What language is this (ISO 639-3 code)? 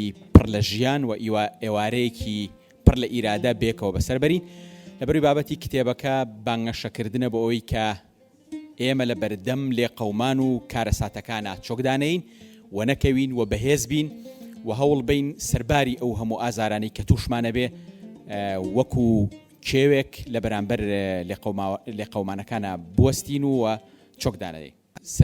ckb